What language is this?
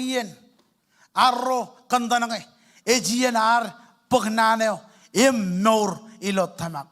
Marshallese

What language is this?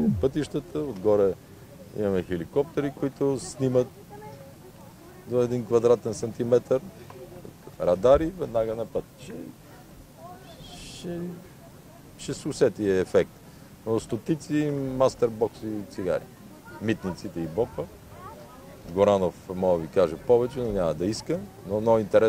Bulgarian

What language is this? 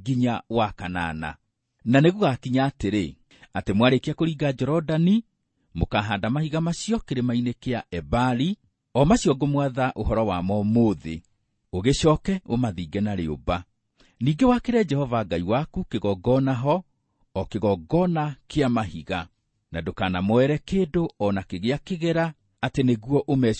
Kikuyu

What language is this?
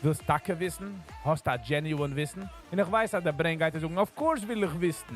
Yiddish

